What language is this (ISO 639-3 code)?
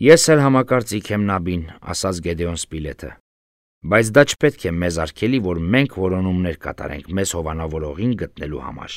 hye